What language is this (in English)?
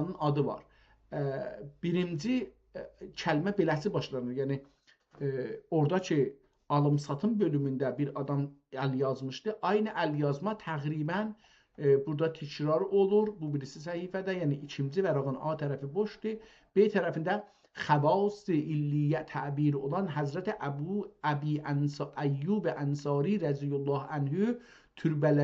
South Azerbaijani